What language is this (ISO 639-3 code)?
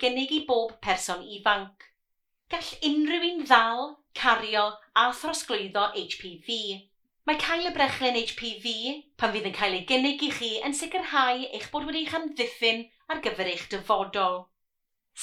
cym